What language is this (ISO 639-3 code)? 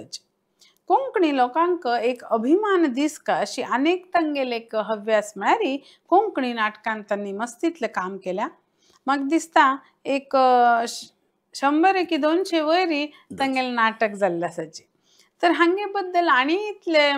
kok